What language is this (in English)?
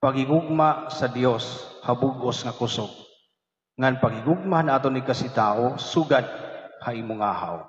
Waray